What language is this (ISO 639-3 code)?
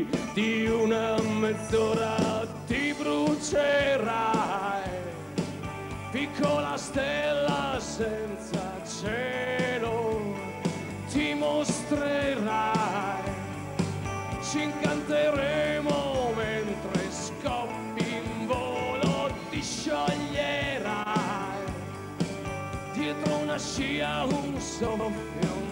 ita